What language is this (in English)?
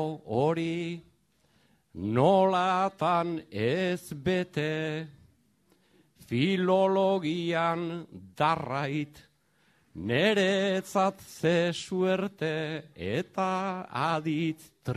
Basque